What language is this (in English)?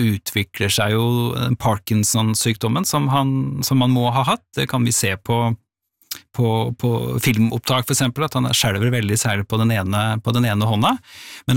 Norwegian